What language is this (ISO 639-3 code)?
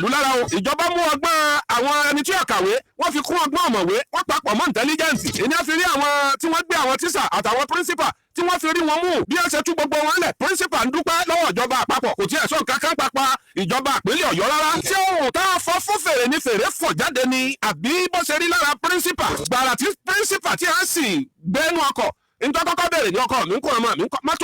yor